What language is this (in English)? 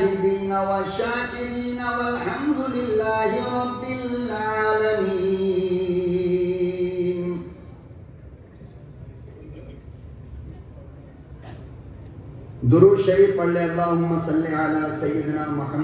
Urdu